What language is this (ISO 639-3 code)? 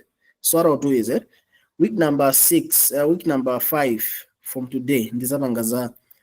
nya